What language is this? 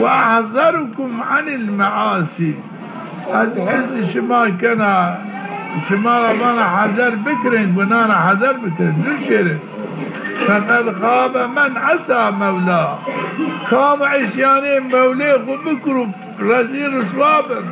Zaza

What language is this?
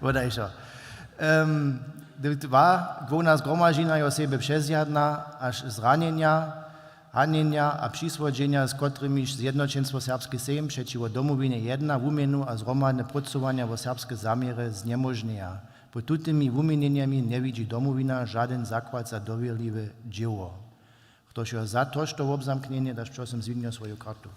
Upper Sorbian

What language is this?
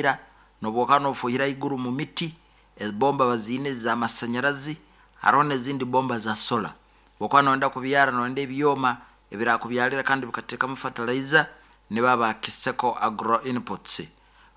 Nyoro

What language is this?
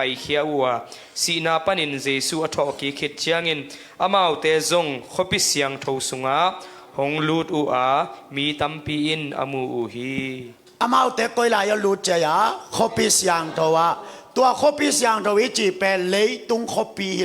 Tedim Chin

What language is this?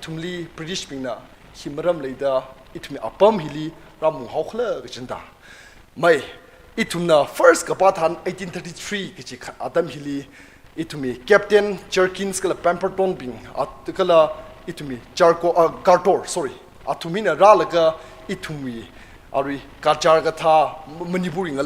Tangkhul Naga (India)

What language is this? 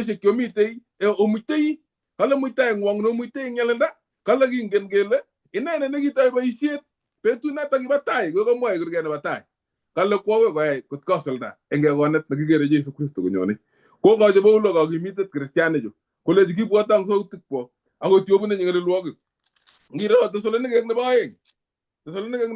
Kalenjin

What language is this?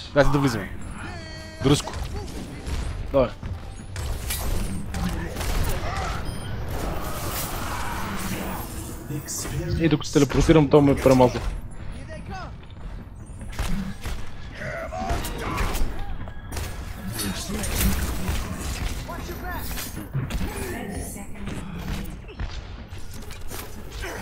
Bulgarian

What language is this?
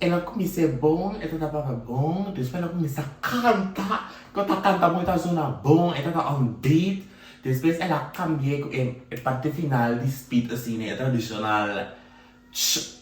Papiamento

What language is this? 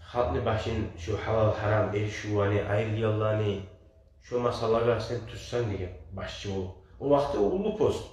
Kumyk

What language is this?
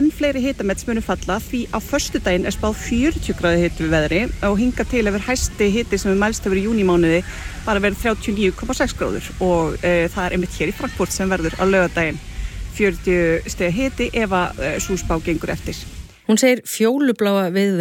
Icelandic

